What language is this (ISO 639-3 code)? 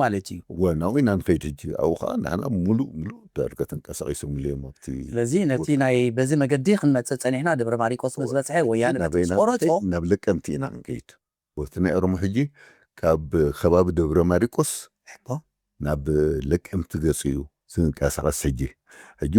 tir